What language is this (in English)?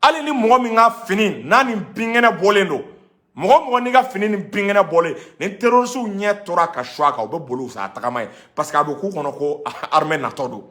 Bambara